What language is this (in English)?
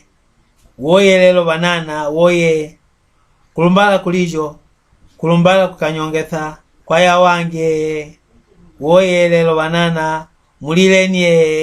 Mbunda